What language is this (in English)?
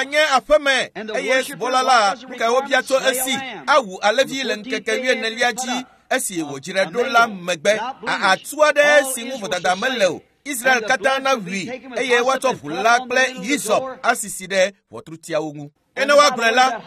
Ewe